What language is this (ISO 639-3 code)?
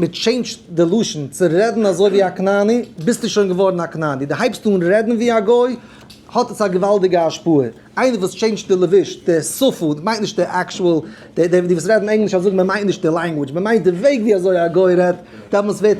yid